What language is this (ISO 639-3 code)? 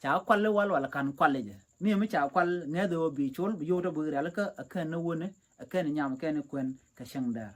nus